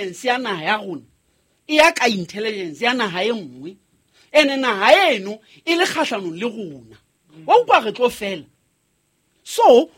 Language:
Southern Sotho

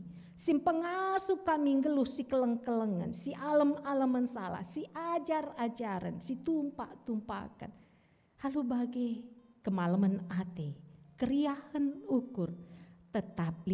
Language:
Batak Karo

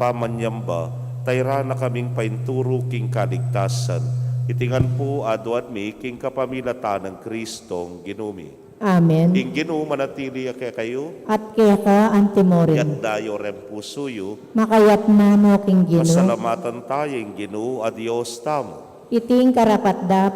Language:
Pampanga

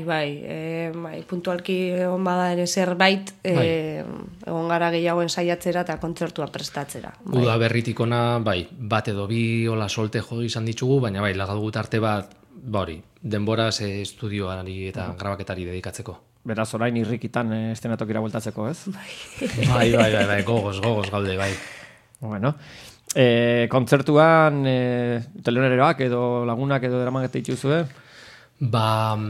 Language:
Basque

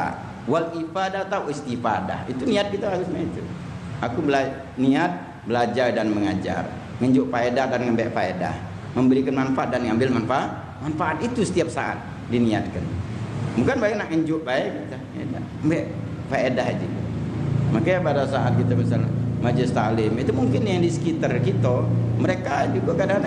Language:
Musi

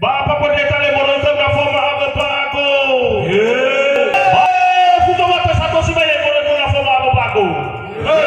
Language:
Nias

